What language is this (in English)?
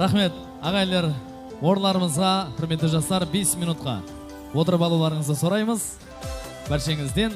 Kara-Kalpak